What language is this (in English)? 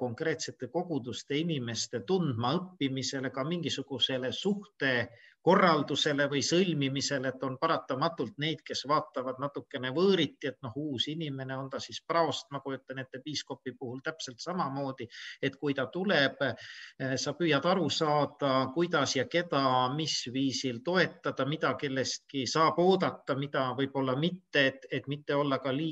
Estonian